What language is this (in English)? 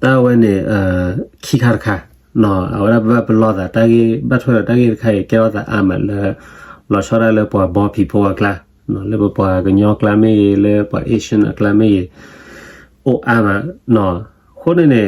S'gaw Karen